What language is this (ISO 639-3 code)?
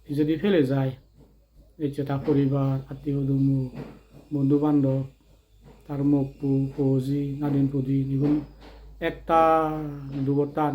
ccp